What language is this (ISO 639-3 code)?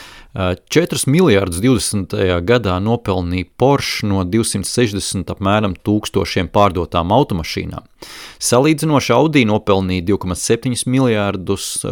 lav